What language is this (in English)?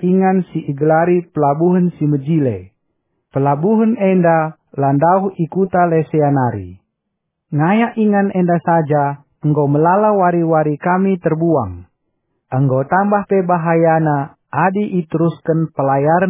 Batak Karo